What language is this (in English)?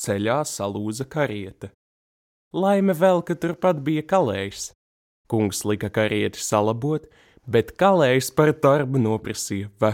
Latvian